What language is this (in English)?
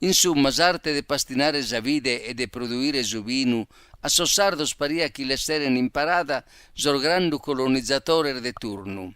Sardinian